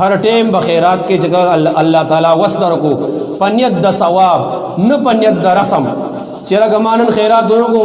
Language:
Pashto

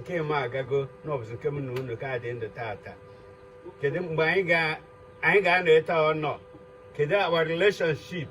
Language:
Igbo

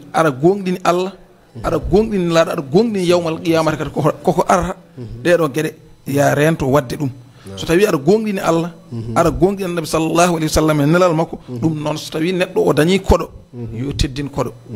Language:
Fula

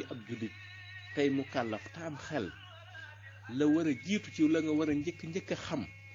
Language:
Wolof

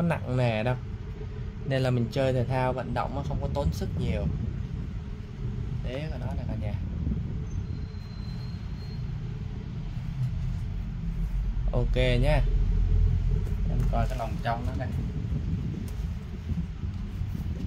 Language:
Vietnamese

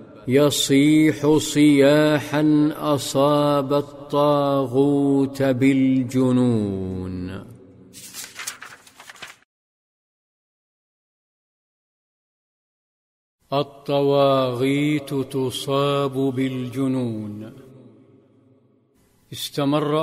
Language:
Arabic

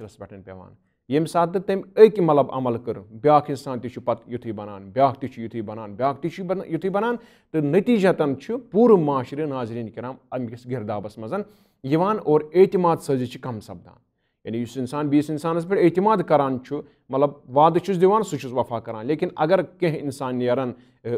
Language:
Kashmiri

